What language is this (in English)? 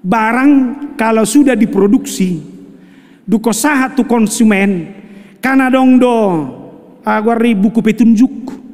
Batak Toba